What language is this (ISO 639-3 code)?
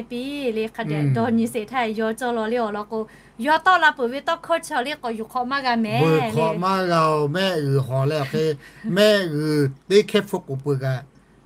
lhu